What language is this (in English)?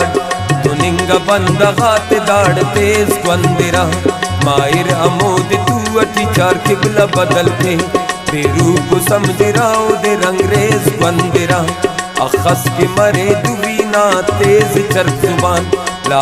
Brahui